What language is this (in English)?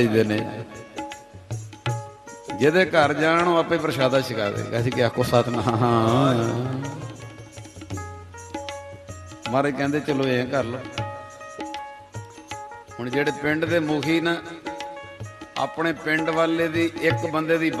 Punjabi